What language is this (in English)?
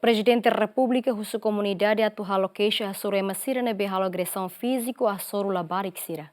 Tetum